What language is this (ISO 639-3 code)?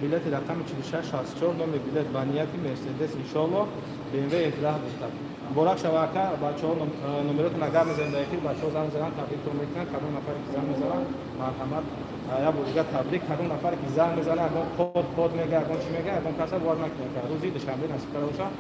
tgk